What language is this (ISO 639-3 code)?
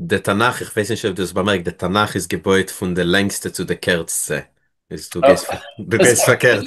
yid